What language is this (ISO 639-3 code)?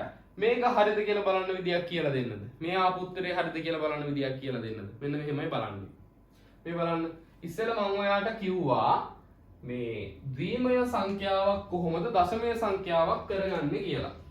sin